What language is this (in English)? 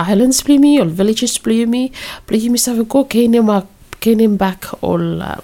Bislama